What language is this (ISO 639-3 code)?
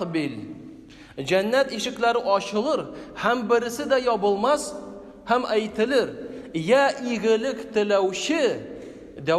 tat